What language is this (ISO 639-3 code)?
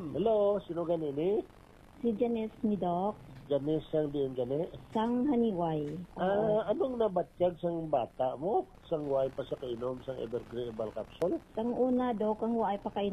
hil